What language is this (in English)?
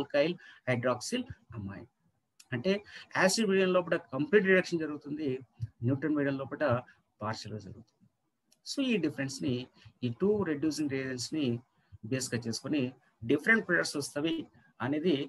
Telugu